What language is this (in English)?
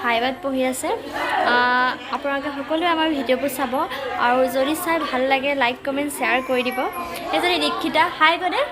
Assamese